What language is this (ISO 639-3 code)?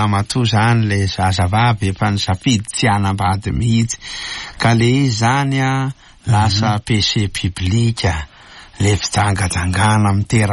mlg